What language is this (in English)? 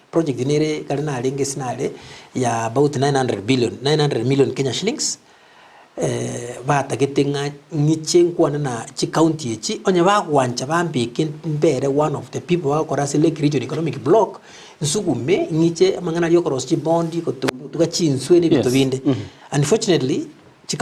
Gusii